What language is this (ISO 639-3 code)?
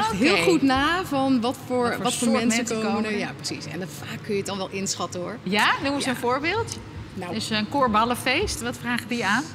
nld